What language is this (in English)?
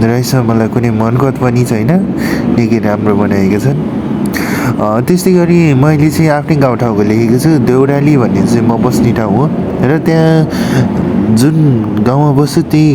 Nepali